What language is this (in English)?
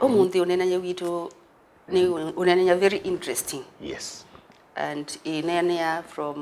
Kamba